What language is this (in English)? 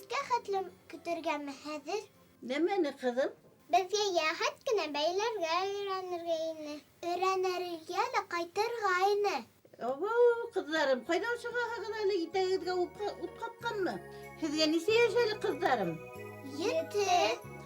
Bashkir